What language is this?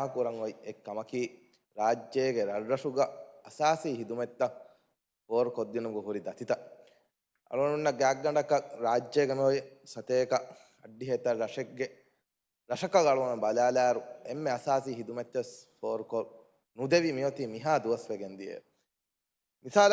Divehi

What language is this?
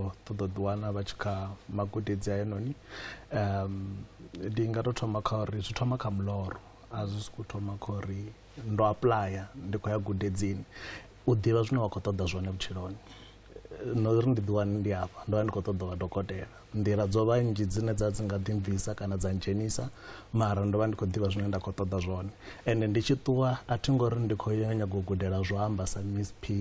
Venda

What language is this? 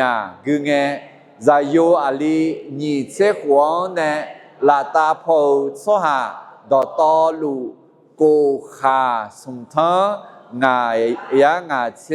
Akha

